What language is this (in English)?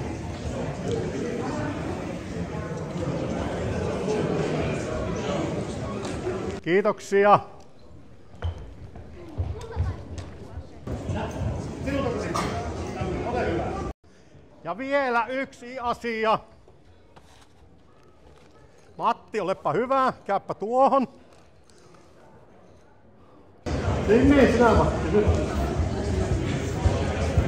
Finnish